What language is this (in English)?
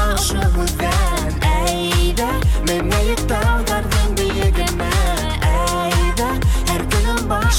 Bashkir